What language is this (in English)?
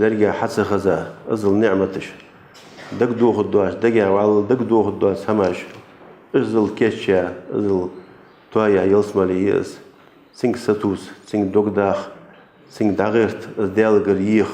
Ingush